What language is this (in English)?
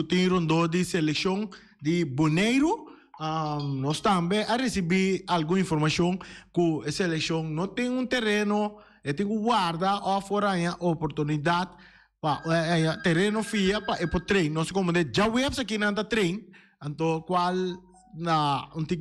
Papiamento